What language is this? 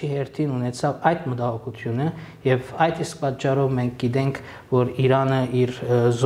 Armenian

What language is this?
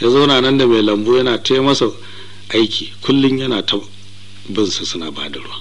Hausa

